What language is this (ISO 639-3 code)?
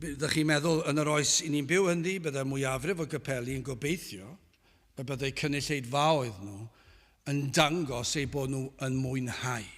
cym